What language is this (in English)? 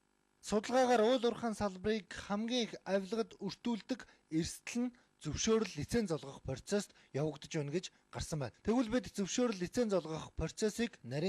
Mongolian